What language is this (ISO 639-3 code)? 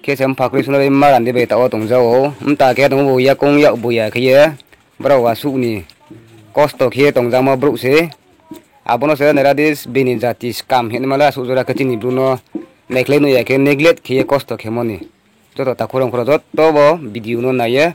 ria